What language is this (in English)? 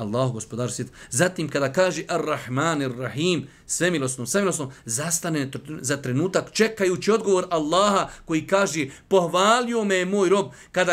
Bosnian